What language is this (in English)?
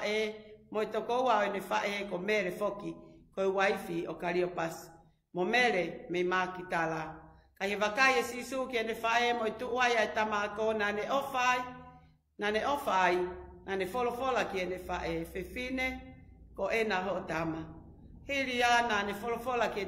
Tongan